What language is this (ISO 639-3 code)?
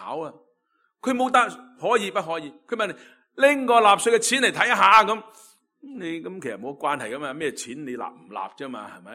yue